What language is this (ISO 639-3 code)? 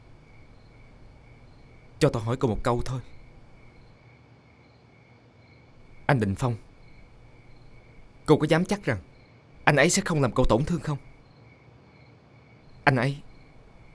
vie